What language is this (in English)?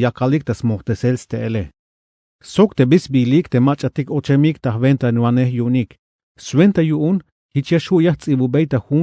Tzeltal